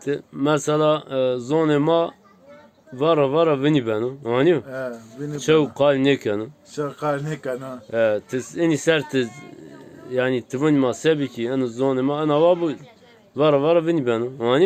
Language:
Zaza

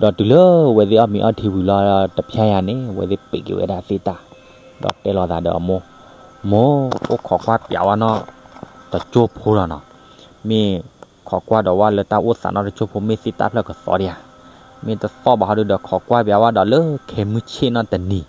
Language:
S'gaw Karen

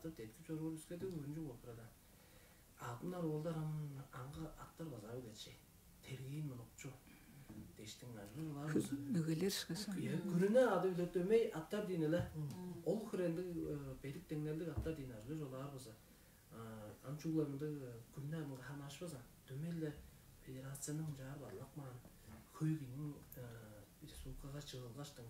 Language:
Tuvinian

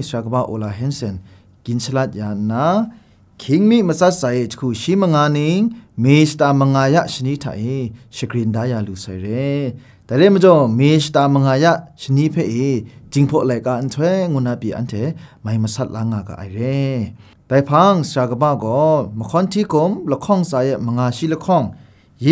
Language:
Kachin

